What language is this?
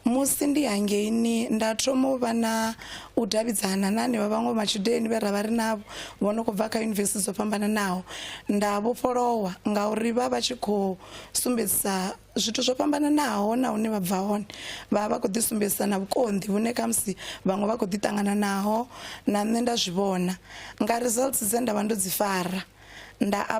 Venda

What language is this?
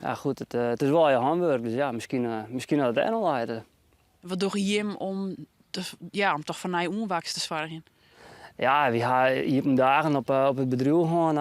Western Frisian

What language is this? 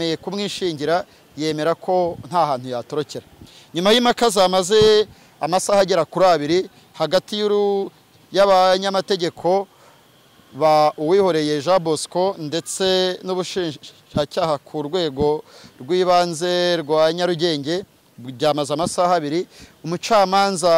Kinyarwanda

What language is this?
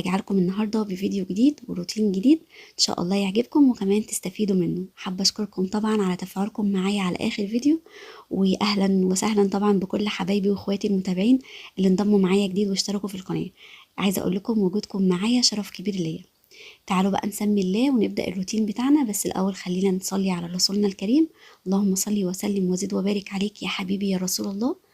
Egyptian Arabic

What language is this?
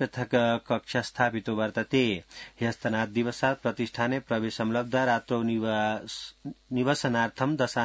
Sanskrit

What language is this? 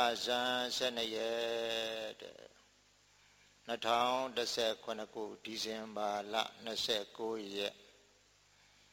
Burmese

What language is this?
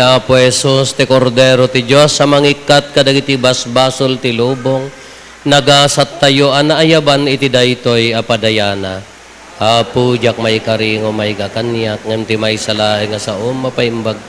Iloko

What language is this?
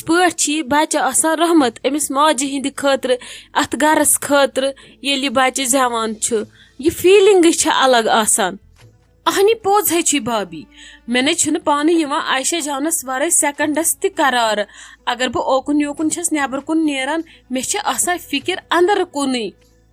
Kashmiri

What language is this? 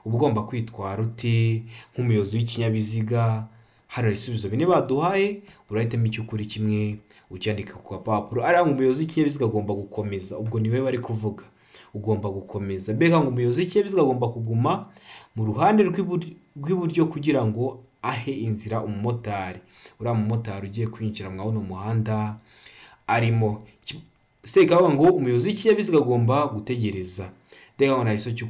Kinyarwanda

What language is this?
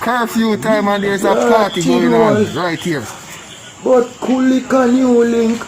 Jamaican Creole English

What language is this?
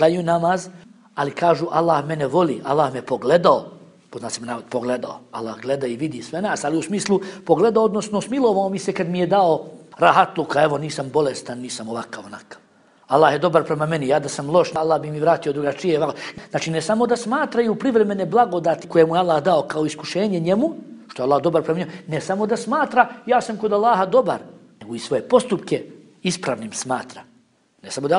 Bosnian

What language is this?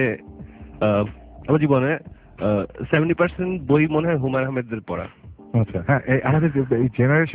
Bangla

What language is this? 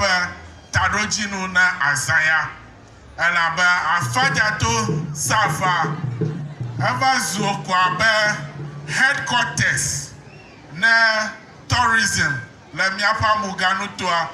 Ewe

